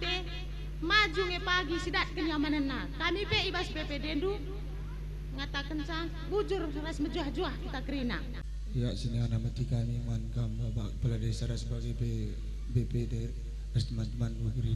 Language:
Batak Karo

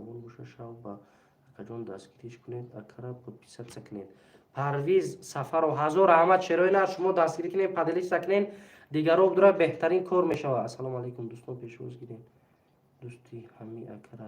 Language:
Tajik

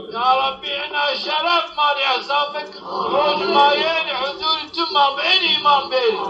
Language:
Zaza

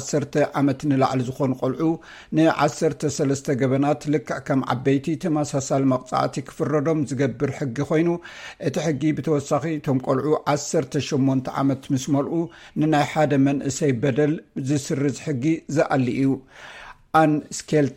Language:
Tigrinya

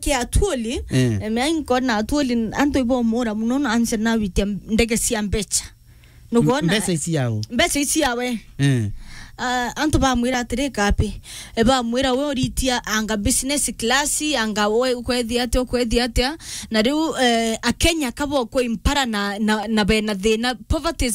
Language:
Meru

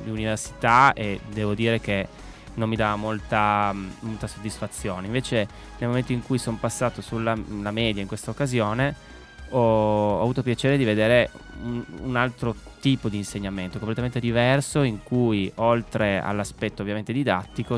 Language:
Italian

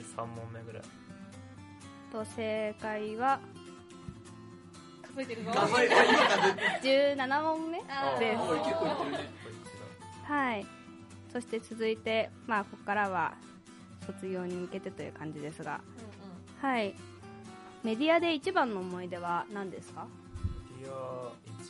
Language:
Japanese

